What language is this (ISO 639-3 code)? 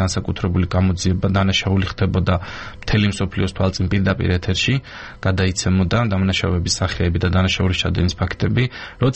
kat